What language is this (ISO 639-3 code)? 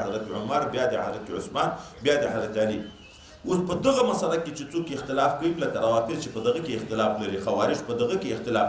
pus